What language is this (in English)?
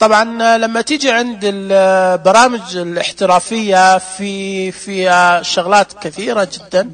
Najdi Arabic